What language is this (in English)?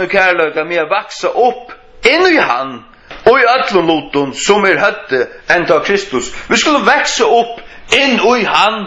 Faroese